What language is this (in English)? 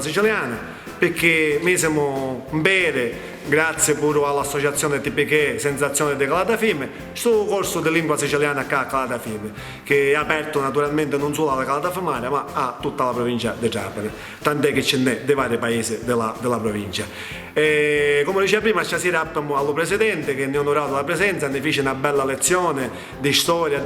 Sicilian